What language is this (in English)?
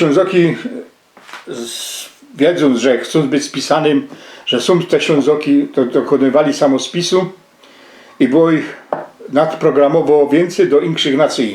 Silesian